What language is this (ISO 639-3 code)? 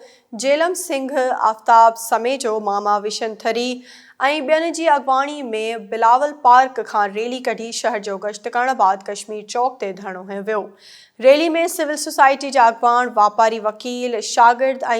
snd